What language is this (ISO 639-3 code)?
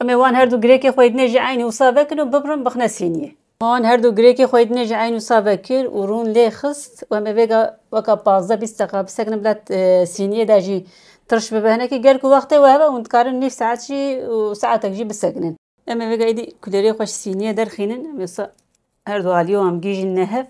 kur